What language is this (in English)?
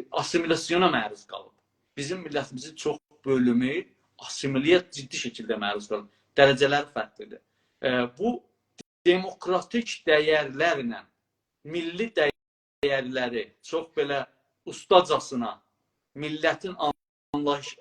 South Azerbaijani